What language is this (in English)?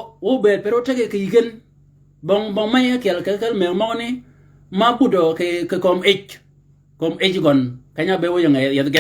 Shilluk